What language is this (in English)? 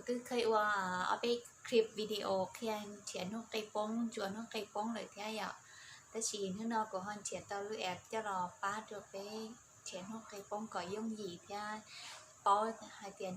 Hmong